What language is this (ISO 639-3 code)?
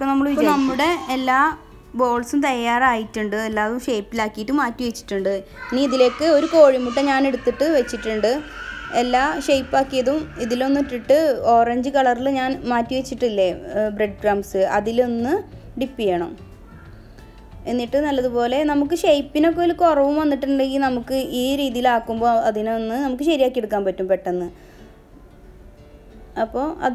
mal